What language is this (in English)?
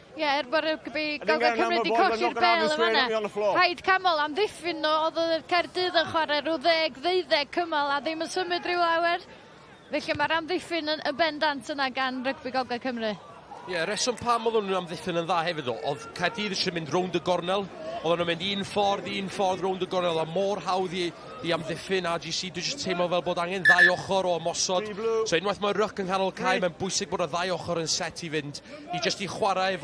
Welsh